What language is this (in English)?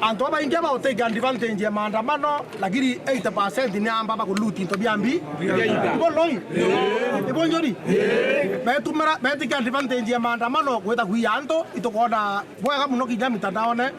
Meru